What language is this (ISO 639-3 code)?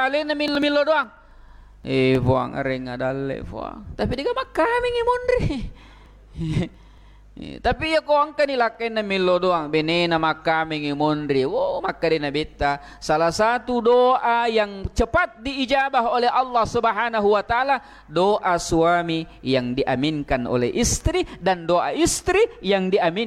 bug